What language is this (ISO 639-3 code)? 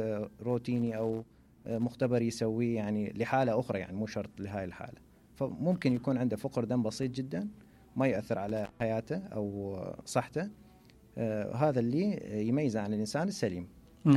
acm